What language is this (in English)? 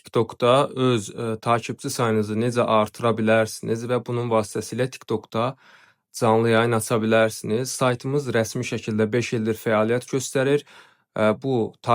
Azerbaijani